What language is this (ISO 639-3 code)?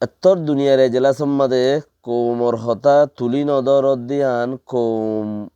rhg